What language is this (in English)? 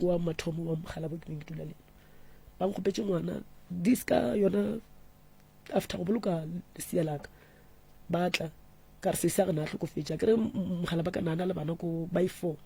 Northern Sotho